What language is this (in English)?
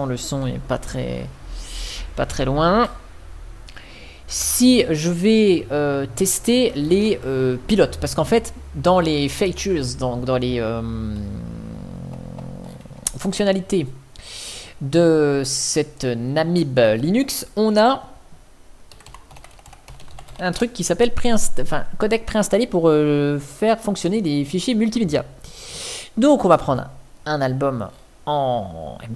French